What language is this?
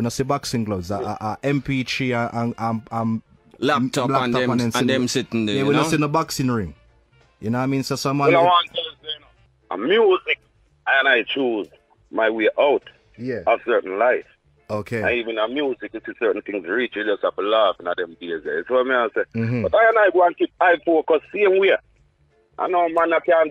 Jamaican Creole English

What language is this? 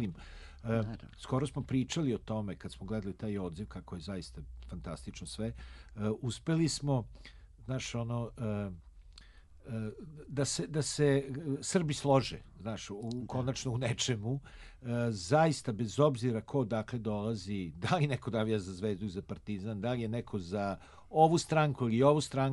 Serbian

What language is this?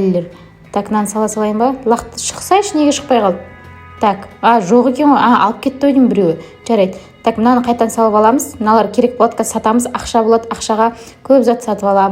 Kazakh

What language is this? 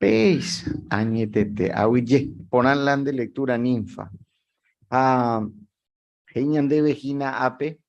Guarani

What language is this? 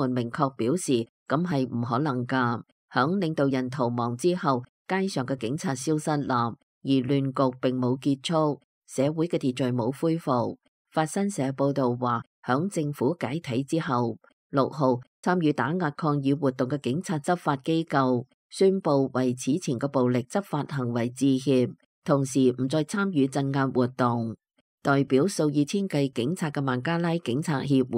Cantonese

